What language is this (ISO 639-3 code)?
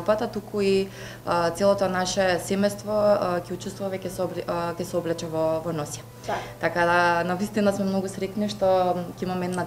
mkd